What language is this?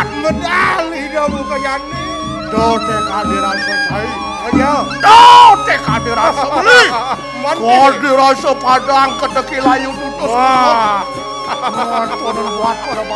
Balinese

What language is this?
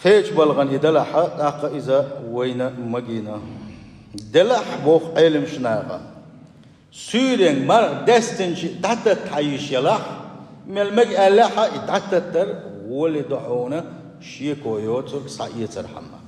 Chechen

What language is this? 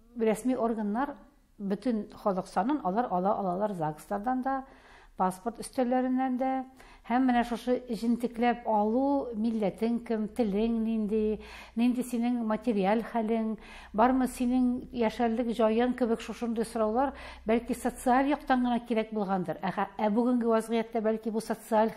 Tatar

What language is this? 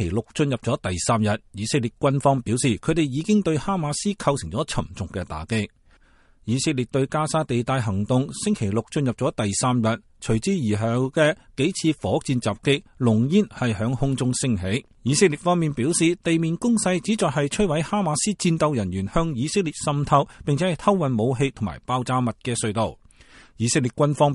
Cantonese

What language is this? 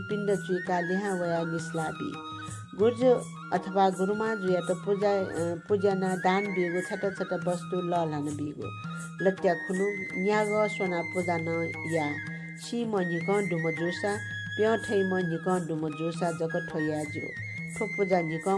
Newari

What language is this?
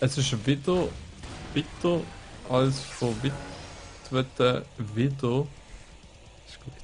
Swiss German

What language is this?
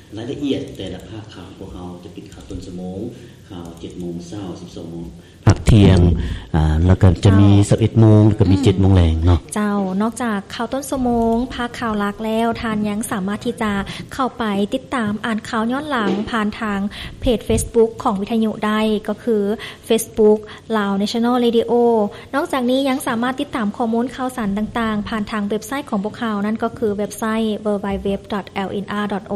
Lao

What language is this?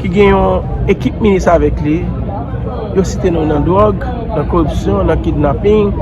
Haitian Creole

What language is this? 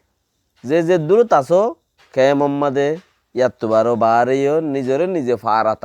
Rohingya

